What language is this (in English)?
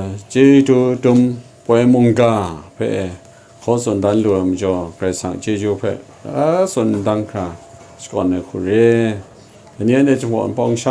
Kachin